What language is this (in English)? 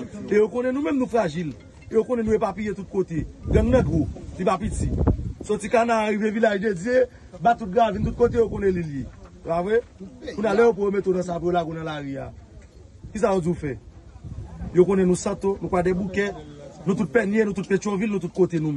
Haitian Creole